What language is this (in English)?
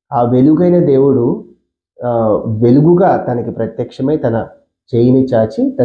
Telugu